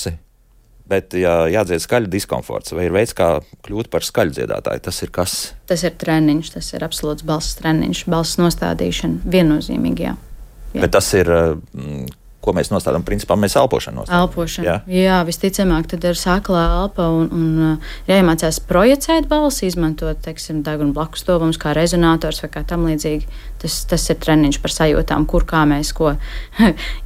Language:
Latvian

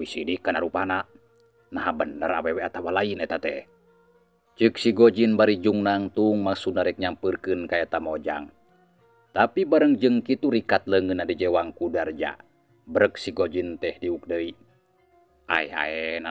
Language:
Sundanese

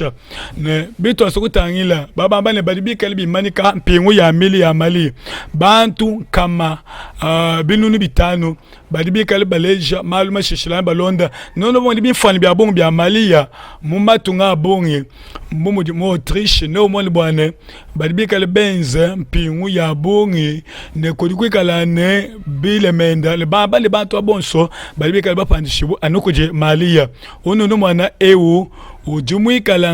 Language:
Luba-Lulua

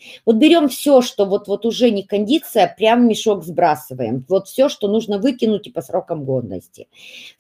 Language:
Russian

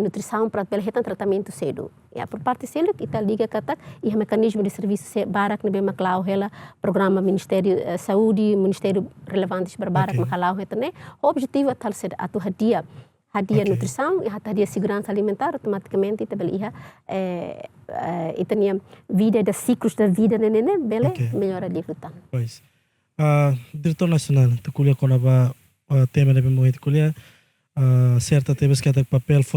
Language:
Tetum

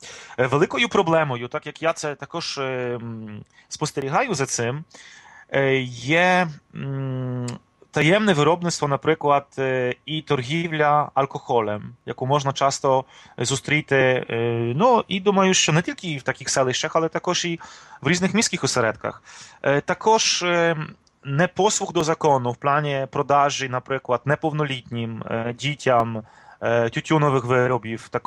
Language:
Ukrainian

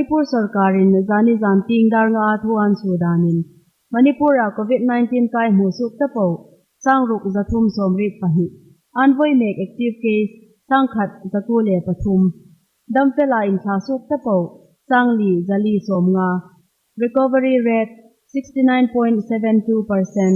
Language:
Hmar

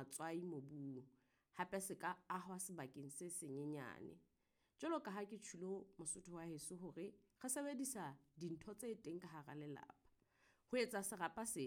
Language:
Southern Sotho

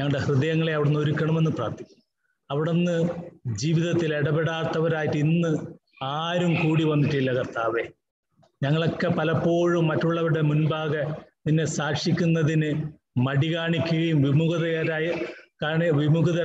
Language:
Malayalam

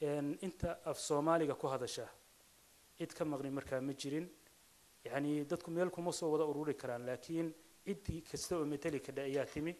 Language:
Somali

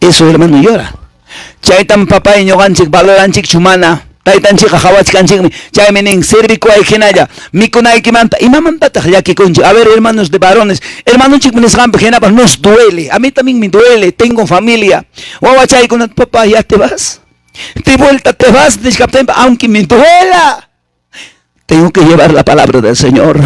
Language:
Quechua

